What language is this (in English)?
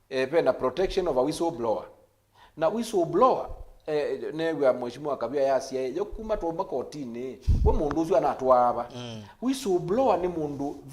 Kamba